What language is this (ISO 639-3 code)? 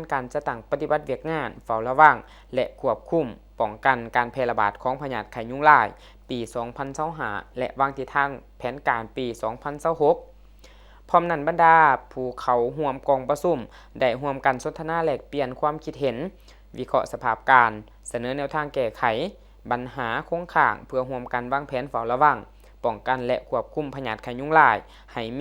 lao